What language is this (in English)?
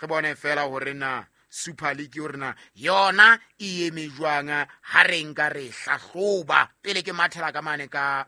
Southern Sotho